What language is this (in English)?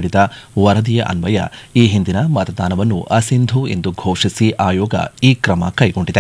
Kannada